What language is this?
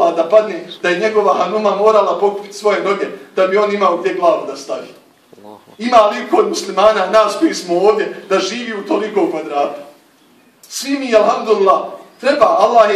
Bosnian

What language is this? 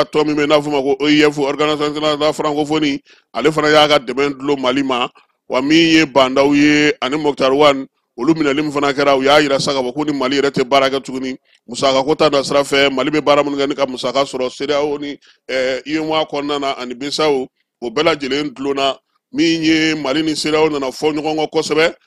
Bambara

